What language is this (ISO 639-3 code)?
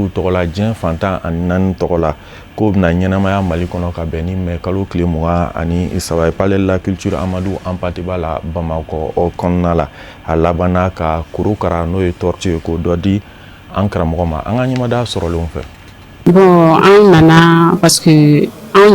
bam